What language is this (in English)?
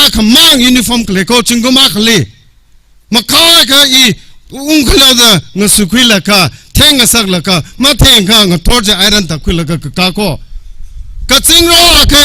Tangkhul Naga (India)